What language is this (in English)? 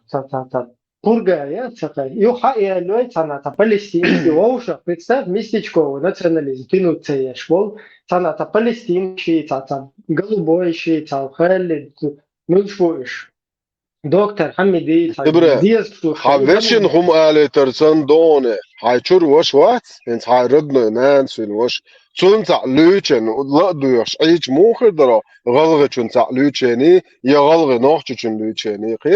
Chechen